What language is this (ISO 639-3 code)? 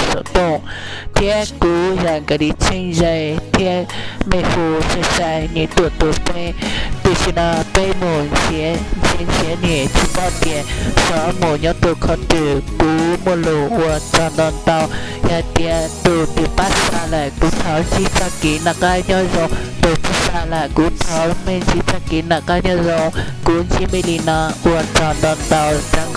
hmn